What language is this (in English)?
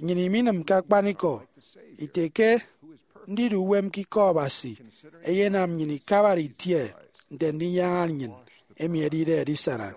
Efik